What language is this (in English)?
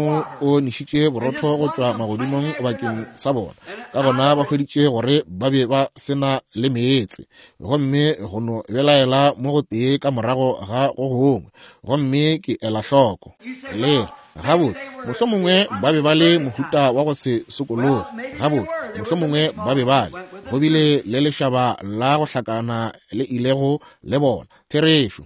Northern Sotho